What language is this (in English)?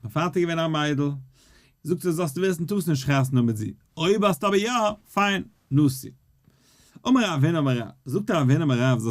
Yiddish